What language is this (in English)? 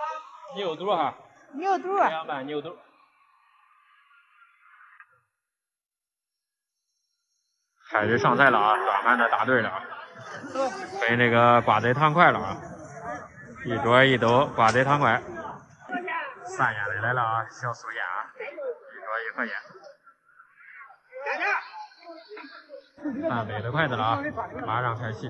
Chinese